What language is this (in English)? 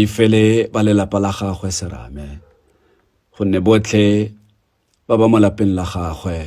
Tswana